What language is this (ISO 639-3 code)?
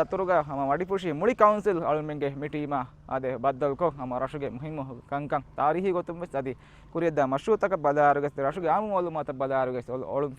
div